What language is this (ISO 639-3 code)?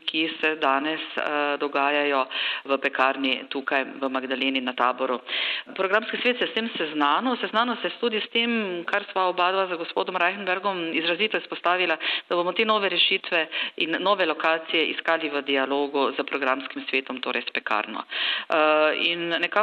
slv